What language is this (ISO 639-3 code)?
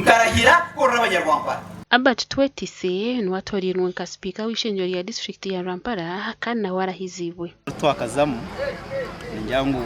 nyn